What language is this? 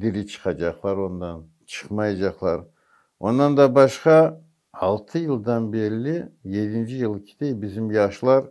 Crimean Tatar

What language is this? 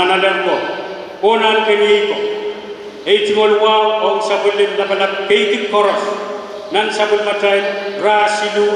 Pohnpeian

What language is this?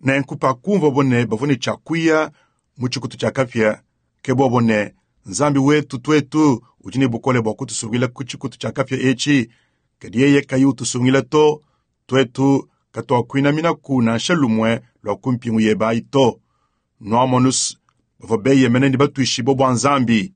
Luba-Lulua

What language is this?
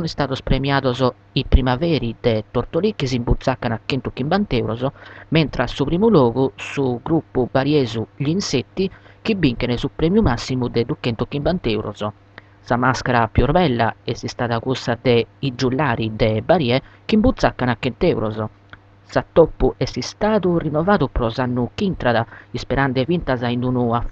Sardinian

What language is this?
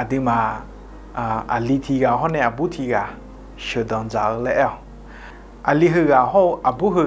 Akha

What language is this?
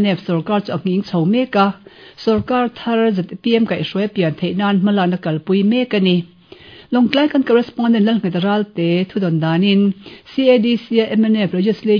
Mizo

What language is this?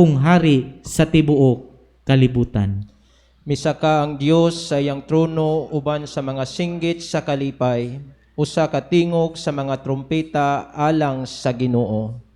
Cebuano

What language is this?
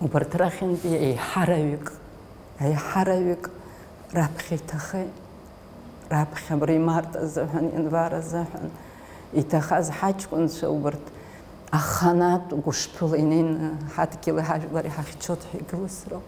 Abkhazian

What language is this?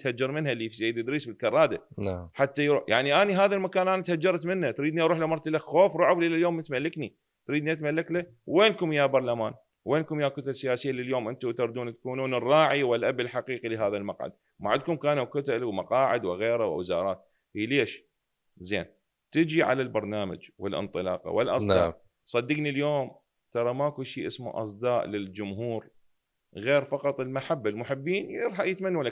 Mesopotamian Arabic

